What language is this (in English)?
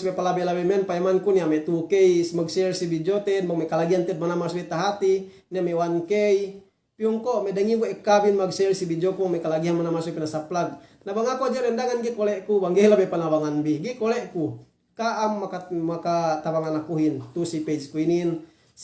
Yakan